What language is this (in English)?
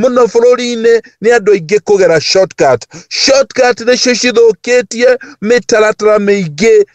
Kikuyu